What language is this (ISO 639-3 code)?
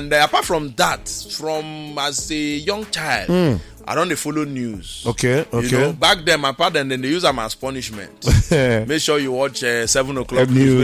pcm